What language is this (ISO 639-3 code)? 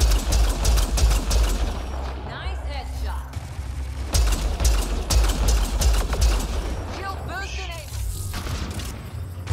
eng